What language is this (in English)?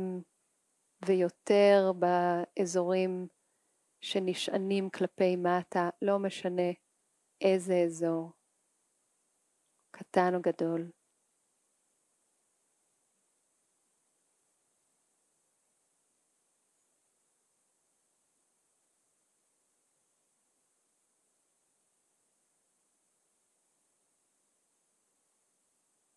Hebrew